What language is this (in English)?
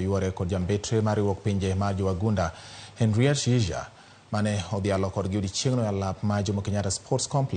Luo (Kenya and Tanzania)